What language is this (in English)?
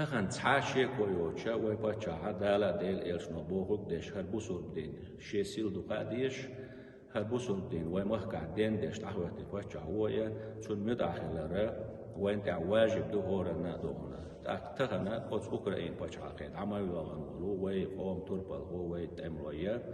Chechen